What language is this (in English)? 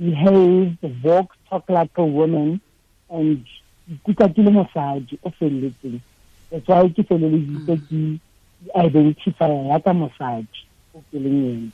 Tswana